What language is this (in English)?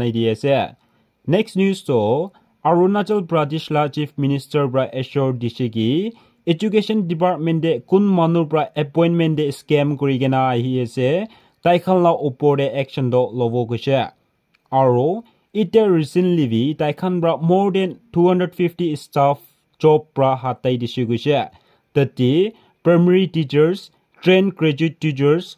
Naga Pidgin